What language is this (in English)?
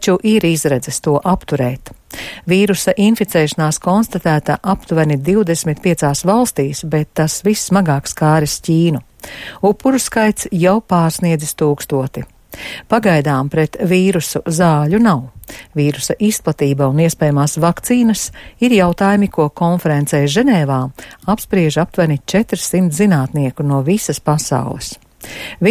Latvian